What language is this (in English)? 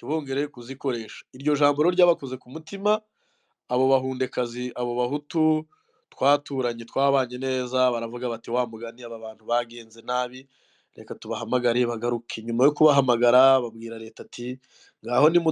Kinyarwanda